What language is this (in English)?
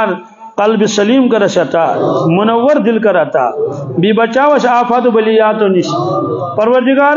Kashmiri